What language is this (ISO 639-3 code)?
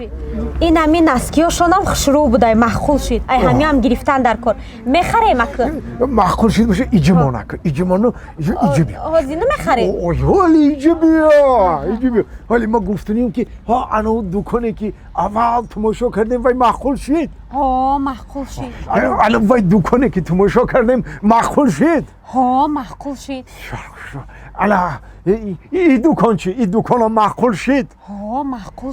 tgk